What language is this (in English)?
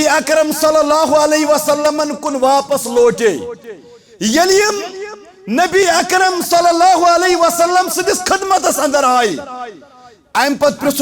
Kashmiri